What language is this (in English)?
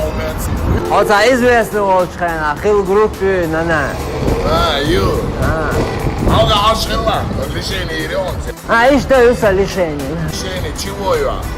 Chechen